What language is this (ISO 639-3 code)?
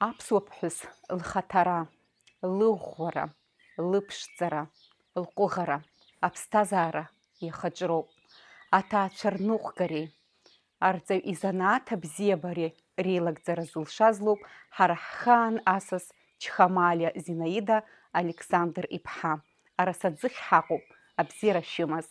abk